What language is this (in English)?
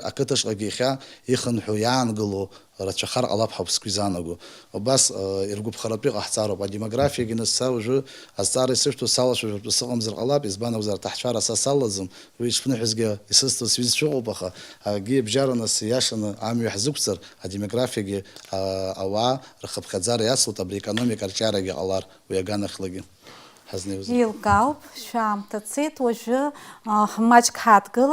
Abkhazian